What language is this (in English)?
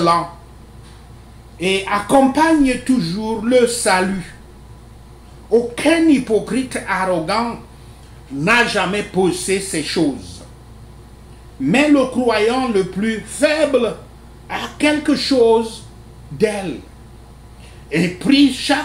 French